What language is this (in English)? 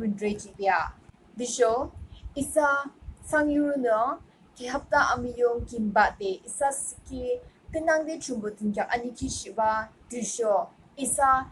Yimchungru Naga